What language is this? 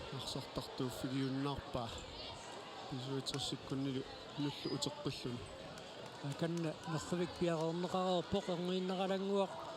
Kalaallisut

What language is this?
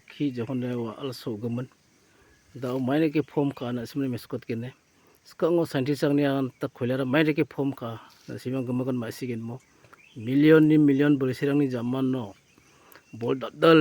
Garo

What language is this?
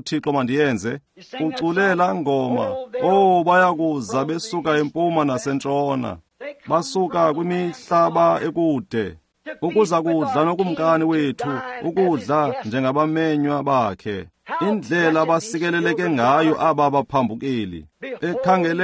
Xhosa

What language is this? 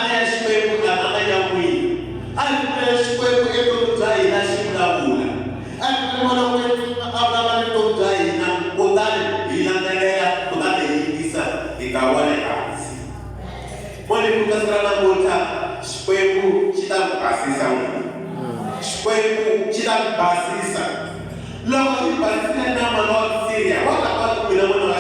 Tsonga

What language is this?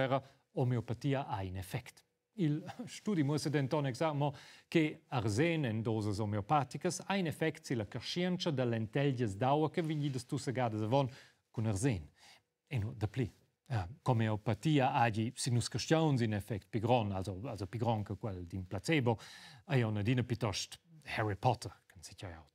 Romansh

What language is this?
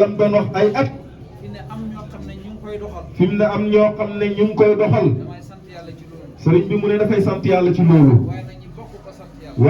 Wolof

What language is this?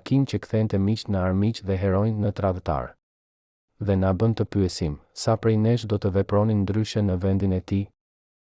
Albanian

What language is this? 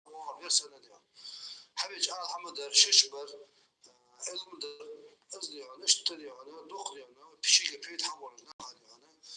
Ingush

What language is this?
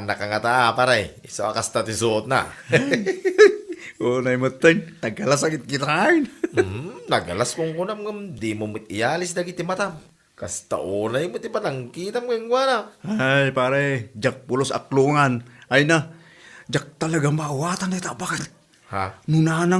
Iloko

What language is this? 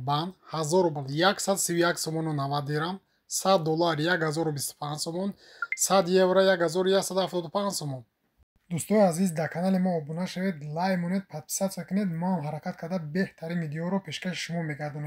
Tajik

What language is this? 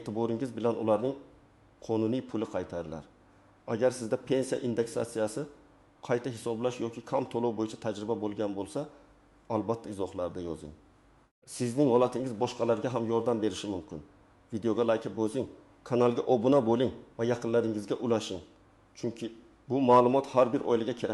Uzbek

